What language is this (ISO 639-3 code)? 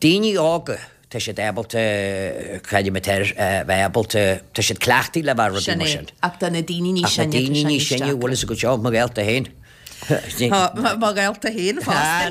gle